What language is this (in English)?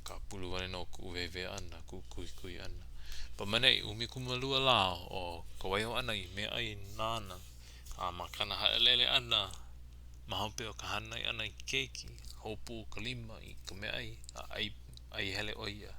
Hawaiian